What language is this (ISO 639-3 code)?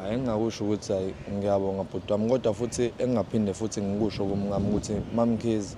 zul